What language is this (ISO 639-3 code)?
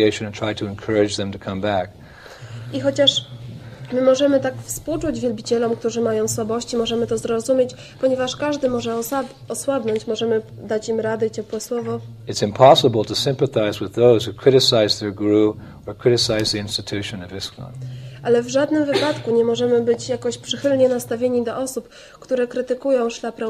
pol